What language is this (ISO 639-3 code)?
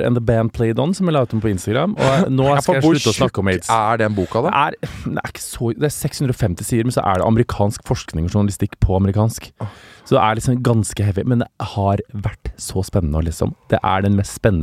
nor